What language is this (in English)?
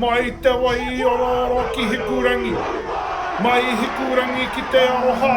Māori